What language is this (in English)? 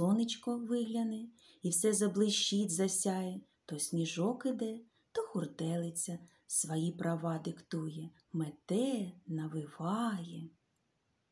Ukrainian